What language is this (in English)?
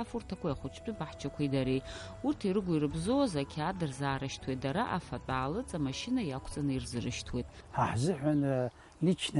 Abkhazian